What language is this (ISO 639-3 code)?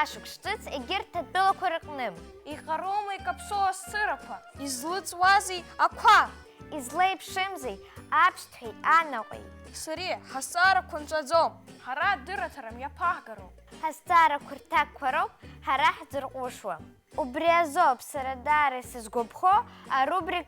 abk